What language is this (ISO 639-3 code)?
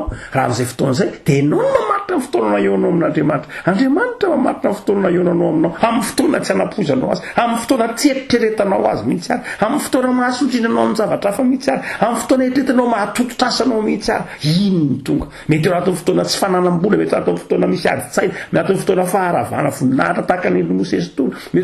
mlg